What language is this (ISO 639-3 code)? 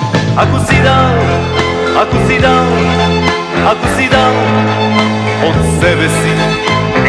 bul